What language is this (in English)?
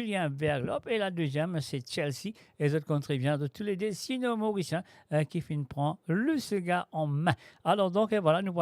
Morisyen